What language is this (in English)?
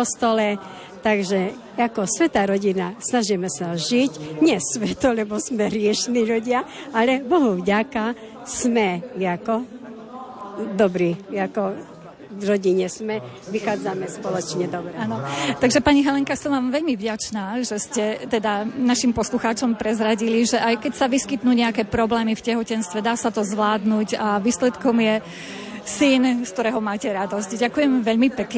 Slovak